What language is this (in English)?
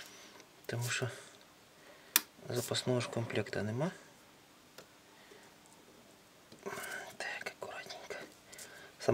Ukrainian